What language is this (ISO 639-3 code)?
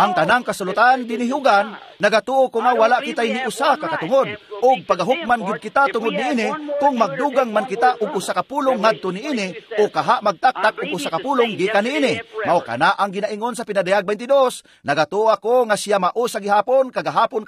ceb